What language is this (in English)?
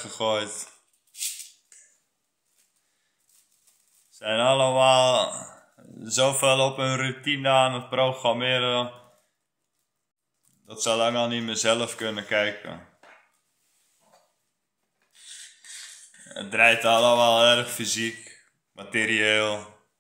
Dutch